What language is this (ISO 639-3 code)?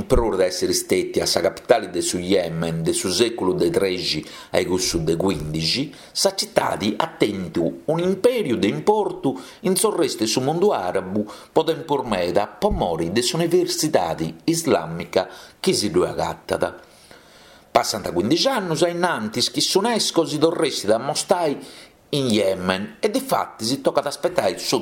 srd